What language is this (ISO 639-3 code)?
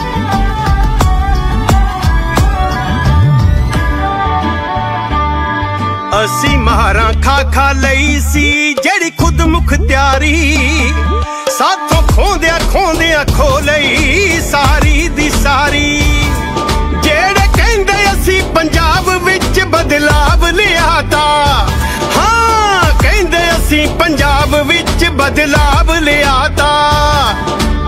pan